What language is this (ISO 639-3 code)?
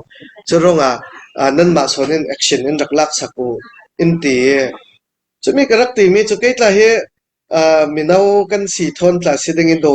cnh